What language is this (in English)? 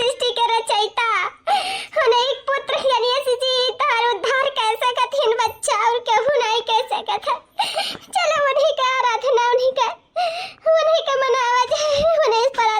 Awadhi